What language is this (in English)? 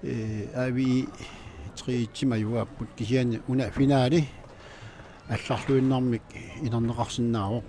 Kalaallisut